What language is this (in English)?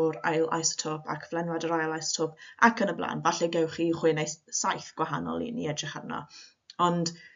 Welsh